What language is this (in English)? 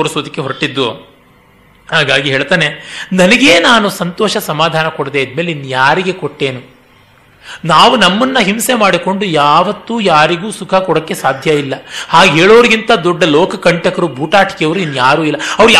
Kannada